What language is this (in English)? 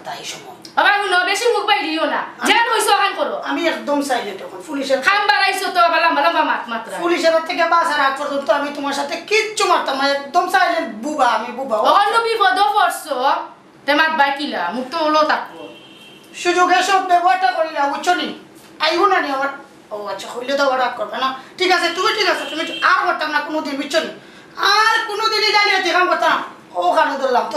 Sylheti